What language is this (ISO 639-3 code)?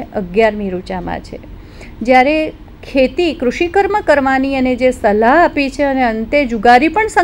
guj